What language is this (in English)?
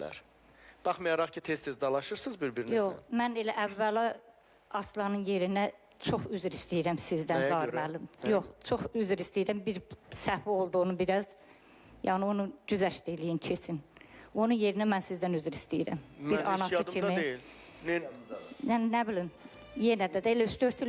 Azerbaijani